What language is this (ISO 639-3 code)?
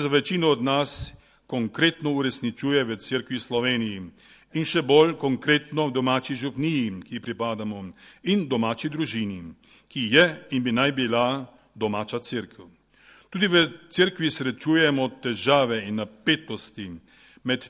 slv